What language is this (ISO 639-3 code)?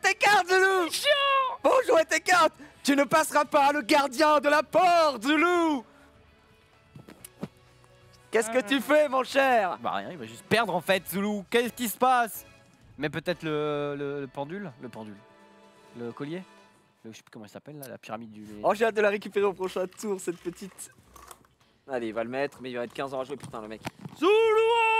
fra